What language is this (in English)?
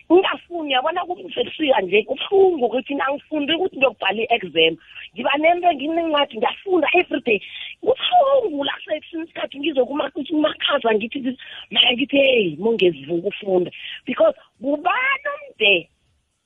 South Ndebele